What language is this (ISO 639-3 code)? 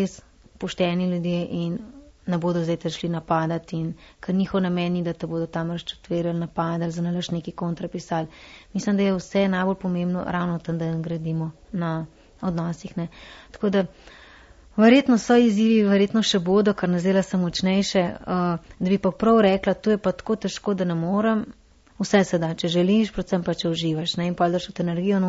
slv